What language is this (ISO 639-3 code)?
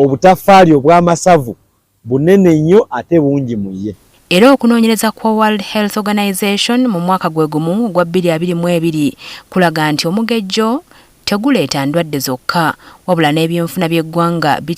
lug